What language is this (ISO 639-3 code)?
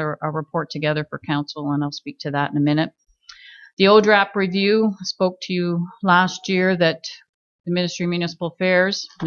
eng